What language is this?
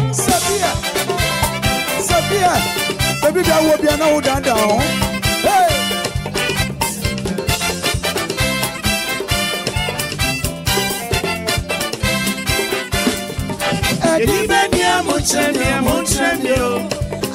English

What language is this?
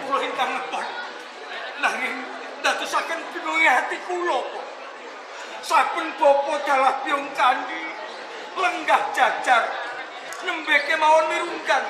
Javanese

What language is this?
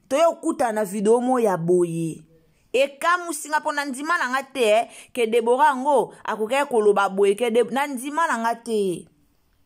Lingala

